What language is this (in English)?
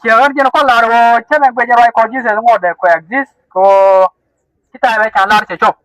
Nuer